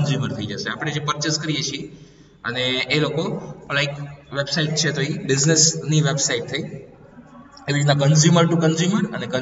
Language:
Gujarati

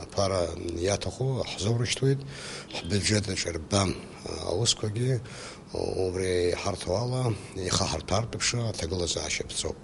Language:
Abkhazian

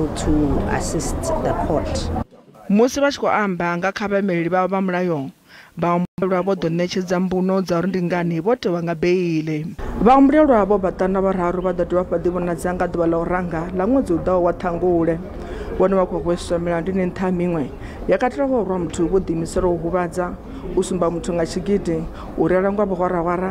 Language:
Venda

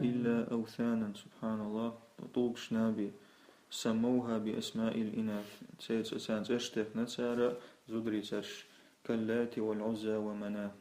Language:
Chechen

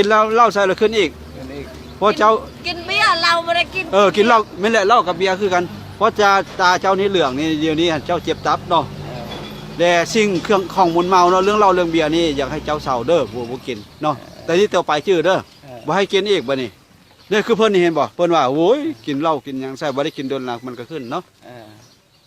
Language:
Lao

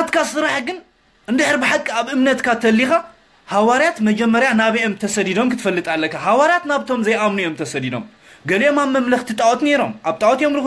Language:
Tigrinya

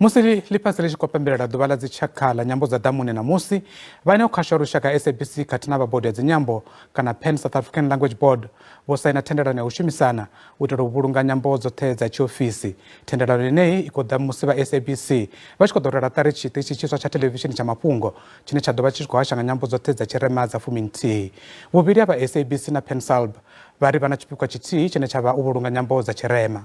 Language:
Venda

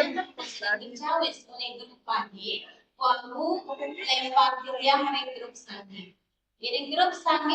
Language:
Balinese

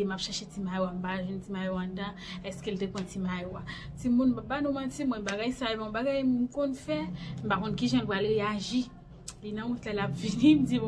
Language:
Haitian Creole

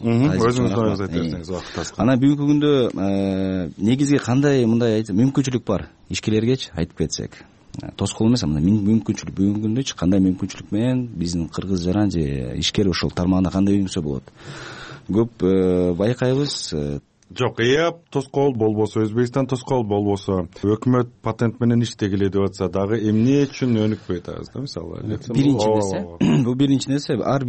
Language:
Kyrgyz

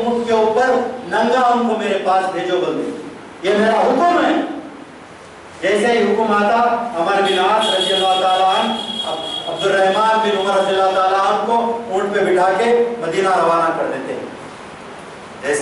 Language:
Urdu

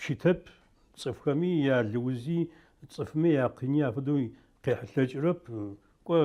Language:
Adyghe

